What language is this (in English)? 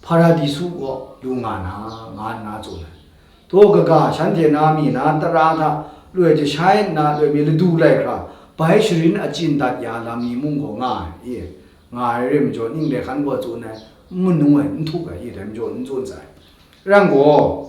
Kachin